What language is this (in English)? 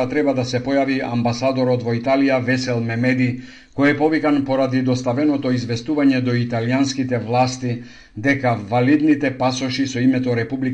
Macedonian